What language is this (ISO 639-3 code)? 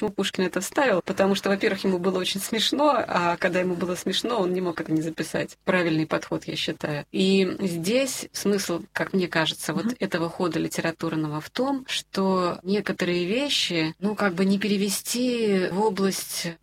rus